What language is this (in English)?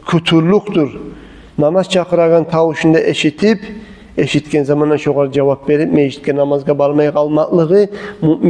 Kumyk